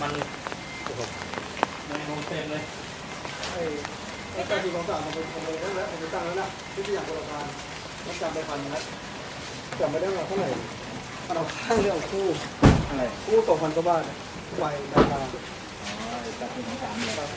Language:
Lao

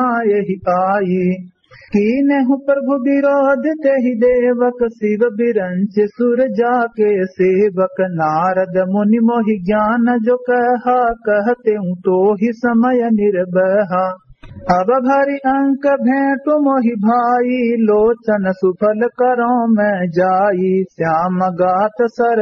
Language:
Awadhi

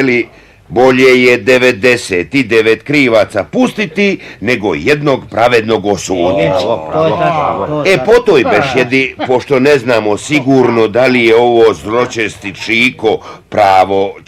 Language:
Bosnian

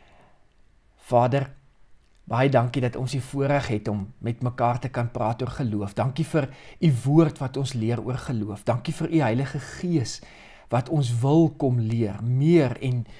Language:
Afrikaans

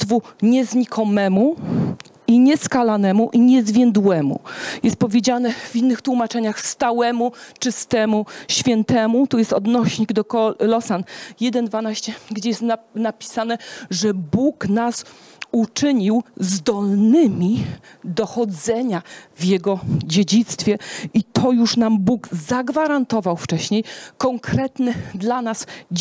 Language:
Polish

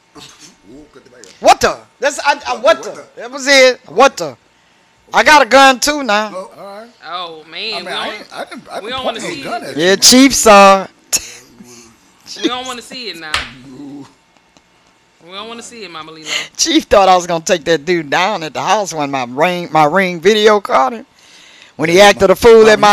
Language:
English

